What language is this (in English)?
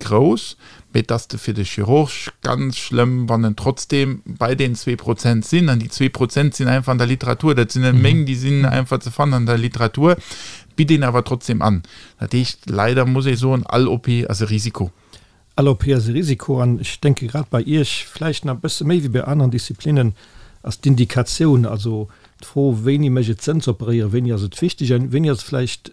Luxembourgish